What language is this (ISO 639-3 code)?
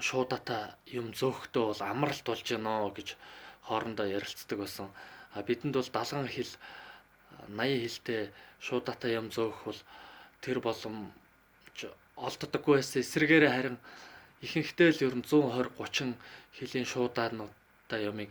mon